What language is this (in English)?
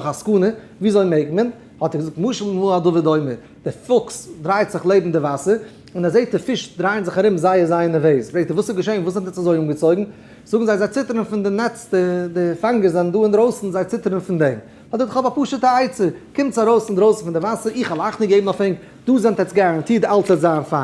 Yiddish